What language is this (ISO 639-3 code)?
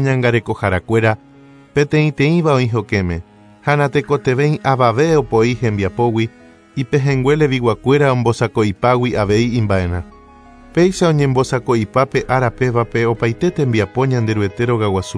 grn